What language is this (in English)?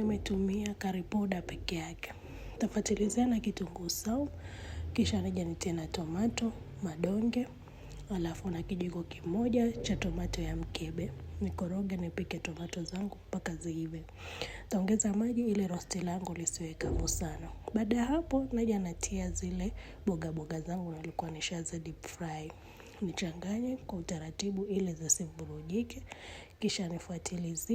Swahili